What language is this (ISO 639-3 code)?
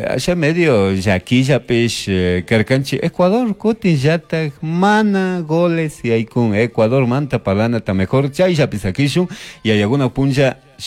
qug